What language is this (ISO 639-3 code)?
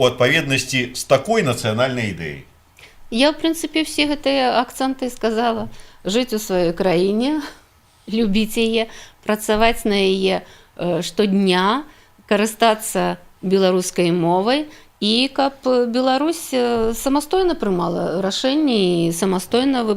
bel